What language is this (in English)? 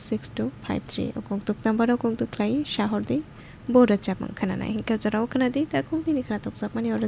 Kok Borok